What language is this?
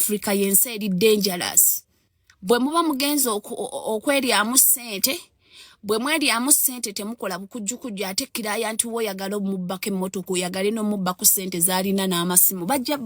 Ganda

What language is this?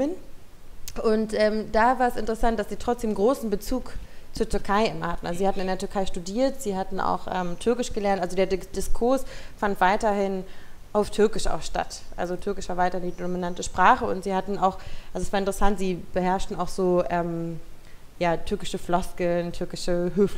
German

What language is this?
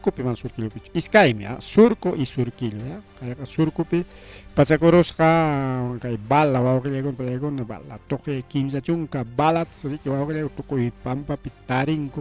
Ayacucho Quechua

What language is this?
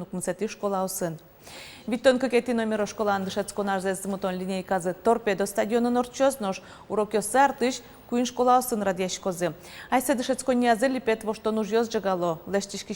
Udmurt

